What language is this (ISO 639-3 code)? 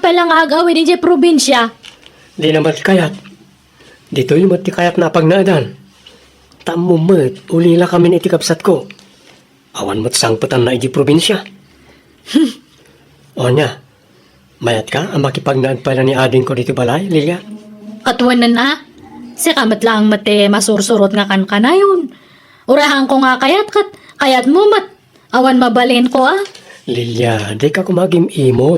ilo